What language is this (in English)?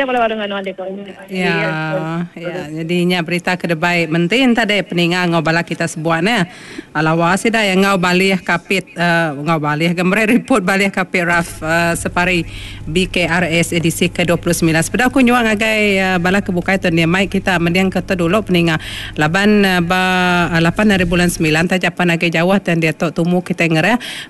Iban